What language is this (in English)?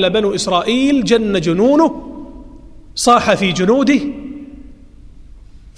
Arabic